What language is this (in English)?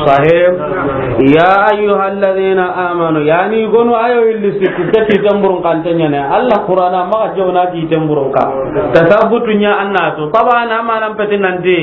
Soninke